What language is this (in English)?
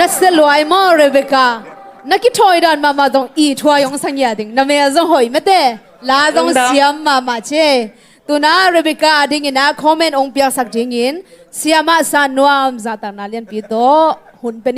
Tedim Chin